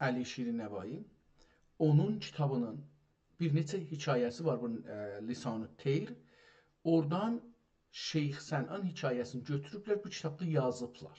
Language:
South Azerbaijani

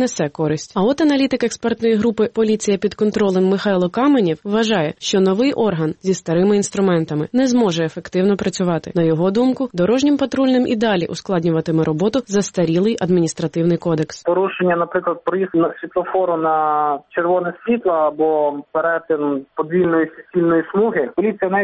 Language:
Ukrainian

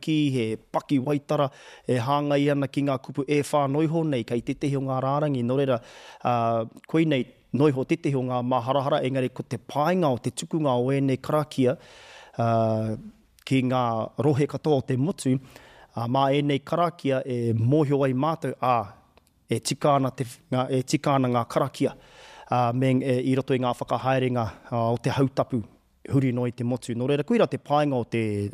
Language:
Māori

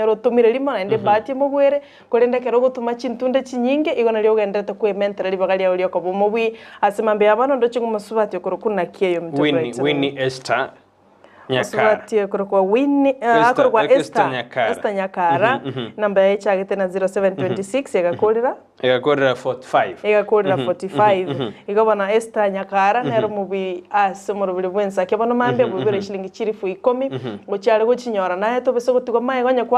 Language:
Gusii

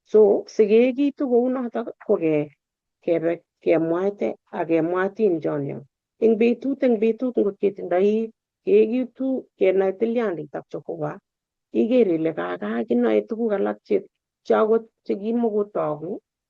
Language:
Kalenjin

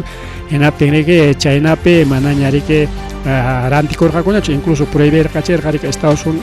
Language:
Ayacucho Quechua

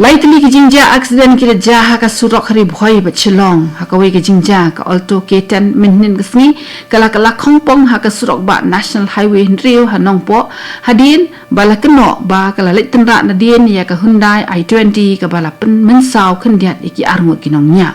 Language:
Khasi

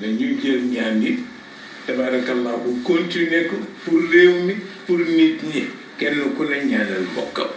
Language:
Wolof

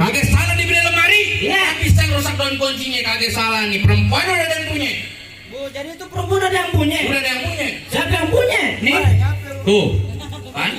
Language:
Betawi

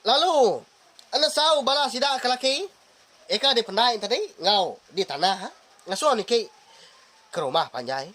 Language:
Iban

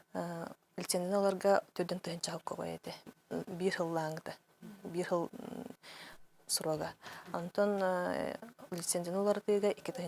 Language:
Yakut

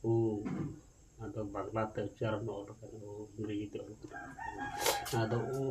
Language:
Santali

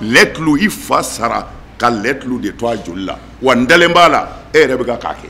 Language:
Bambara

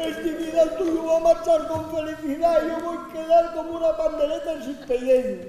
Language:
Asturian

